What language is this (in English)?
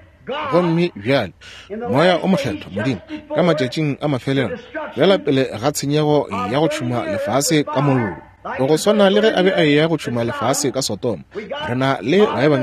Northern Sotho